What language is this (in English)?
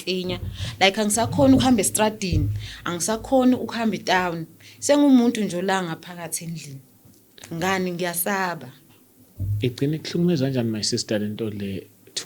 Zulu